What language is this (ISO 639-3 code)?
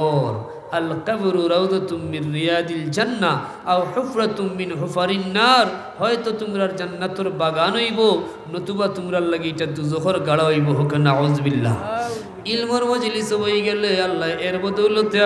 syl